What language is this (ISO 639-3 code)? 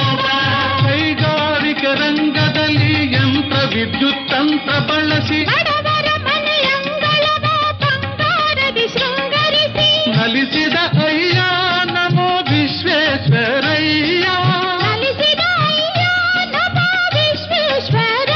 kan